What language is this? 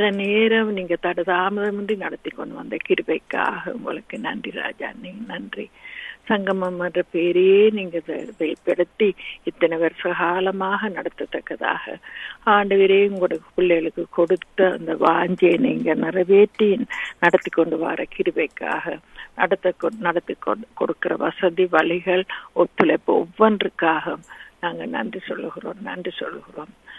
Tamil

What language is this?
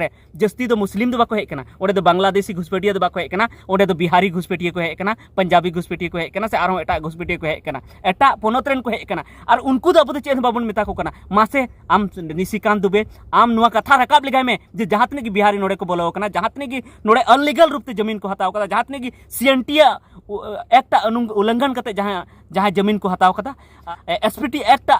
Santali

